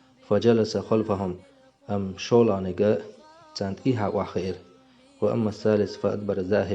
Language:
Chechen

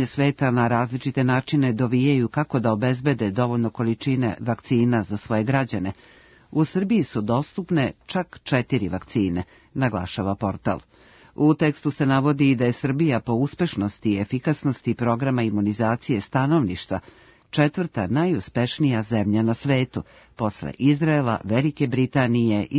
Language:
Serbian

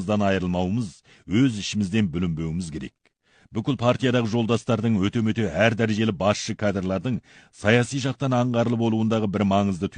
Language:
Kazakh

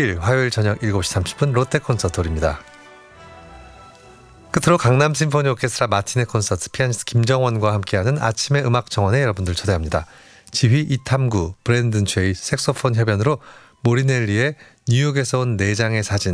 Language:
Korean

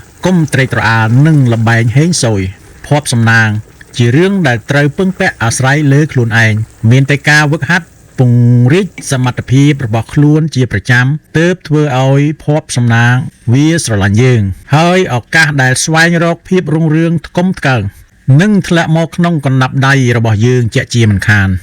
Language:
Khmer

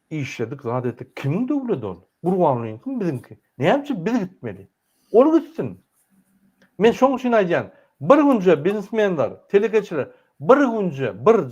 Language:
Turkmen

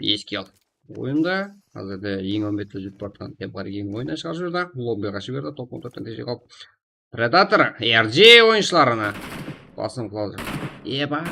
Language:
Kara-Kalpak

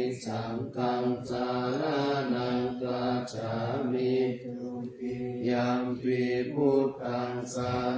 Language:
Pali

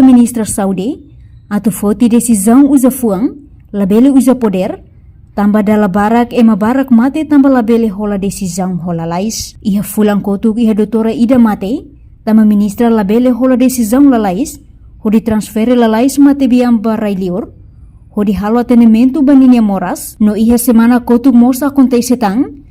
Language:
Tetum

